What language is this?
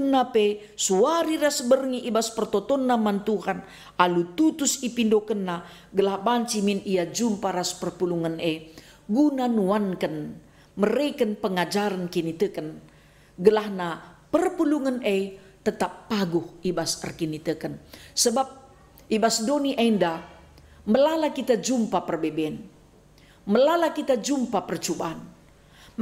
Batak Karo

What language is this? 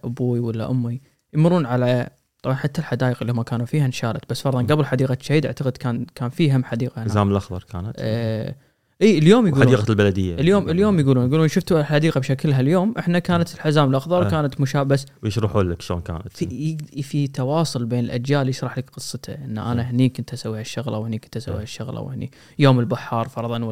Gulf Arabic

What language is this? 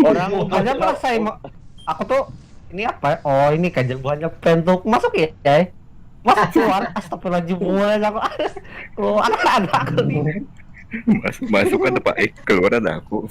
Banjar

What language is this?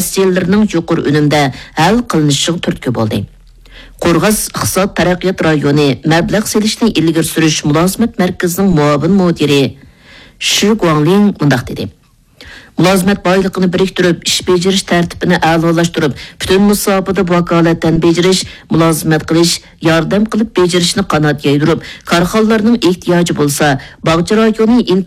Uyghur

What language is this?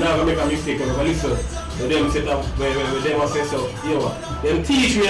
Jamaican Creole English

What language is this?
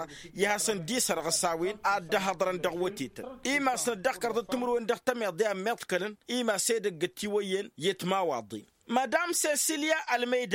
Tamasheq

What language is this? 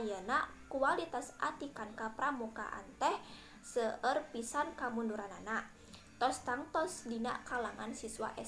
Sundanese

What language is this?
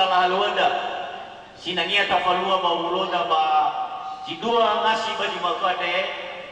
Nias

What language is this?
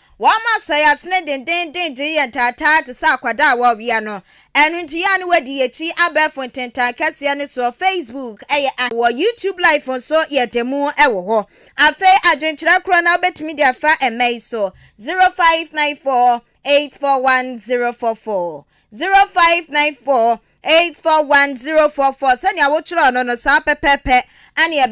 Akan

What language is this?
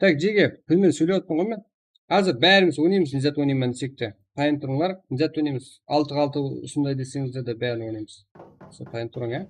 Kara-Kalpak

